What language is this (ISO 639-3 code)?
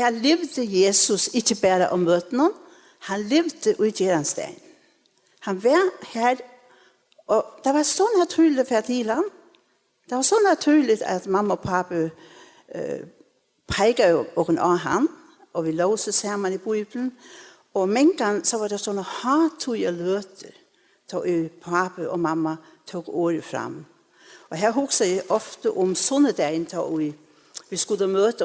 fao